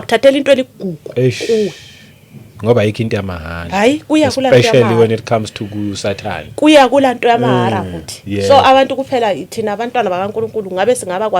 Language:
Zulu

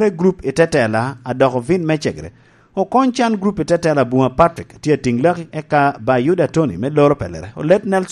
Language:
Lango (Uganda)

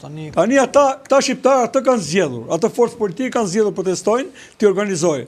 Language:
Albanian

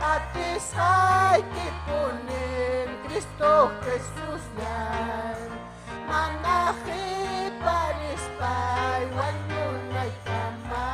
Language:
Ayacucho Quechua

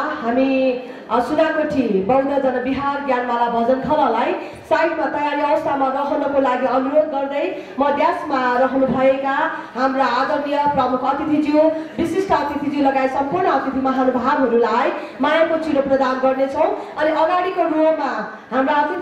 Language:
Nepali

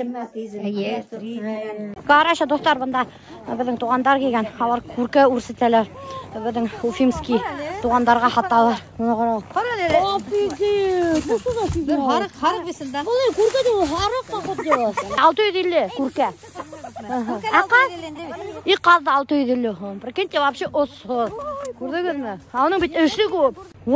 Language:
Bashkir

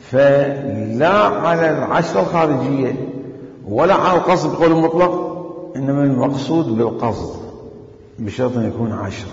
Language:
Mesopotamian Arabic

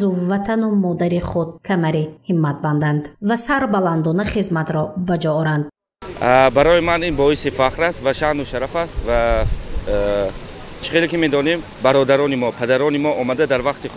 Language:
Tajik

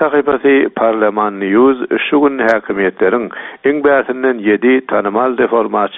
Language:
Turkmen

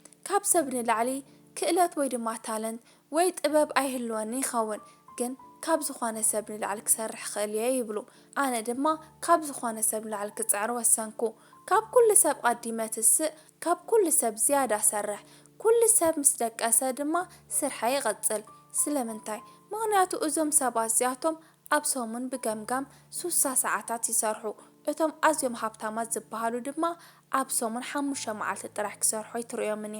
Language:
Tigrinya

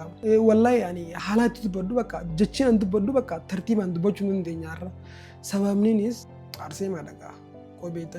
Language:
Oromo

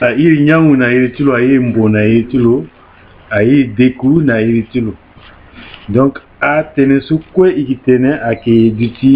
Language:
Sango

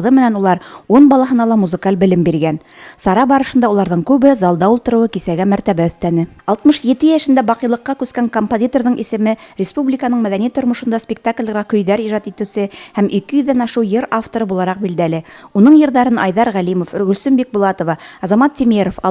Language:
Bashkir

